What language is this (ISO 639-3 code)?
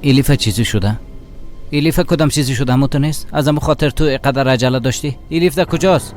fas